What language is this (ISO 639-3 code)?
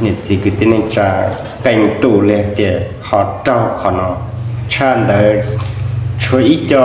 hmn